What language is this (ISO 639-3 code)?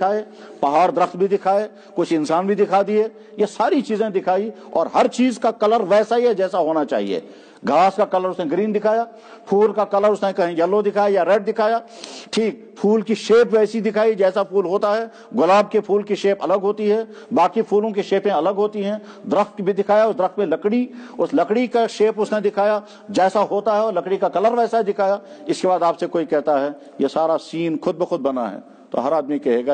urd